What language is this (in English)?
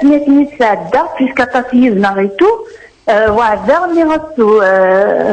Kabyle